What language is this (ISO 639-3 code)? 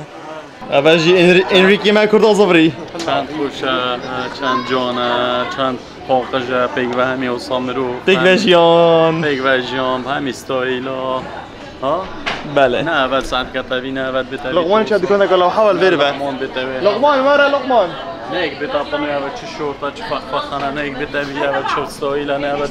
kur